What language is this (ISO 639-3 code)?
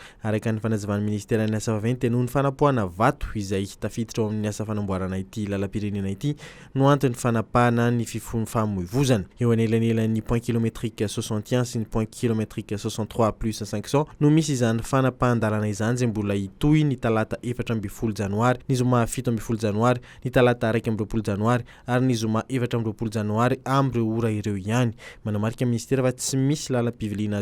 mlg